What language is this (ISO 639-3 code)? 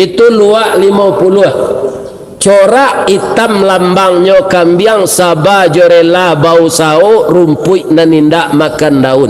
min